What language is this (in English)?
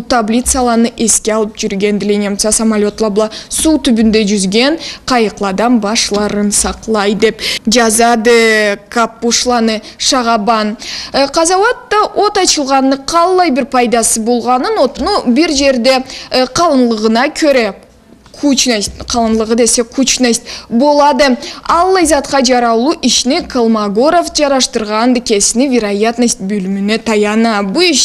Karachay-Balkar